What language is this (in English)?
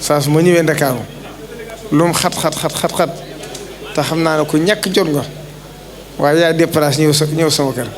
Wolof